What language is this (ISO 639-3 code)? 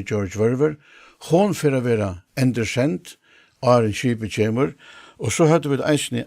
fao